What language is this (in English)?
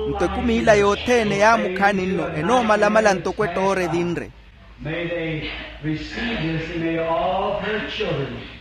Makhuwa